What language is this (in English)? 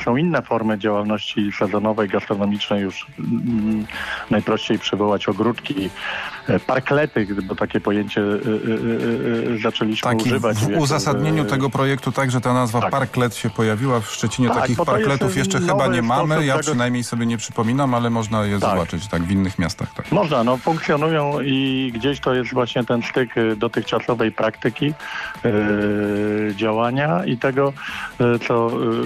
Polish